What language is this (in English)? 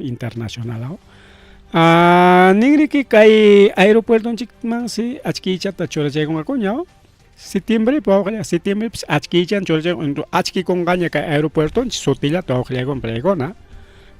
Ayacucho Quechua